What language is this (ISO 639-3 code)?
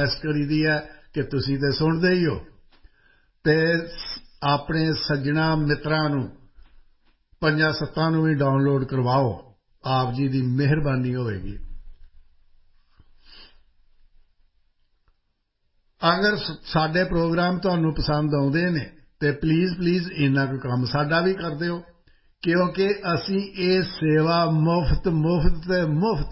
pan